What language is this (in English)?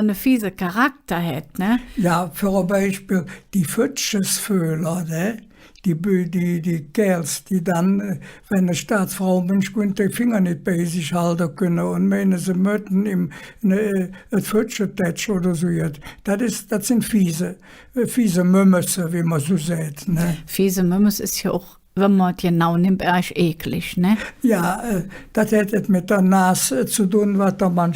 Colognian